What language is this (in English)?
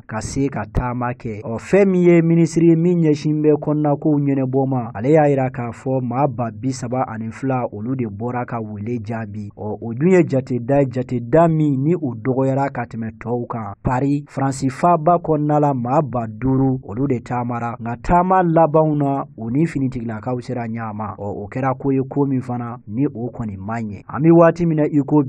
Bambara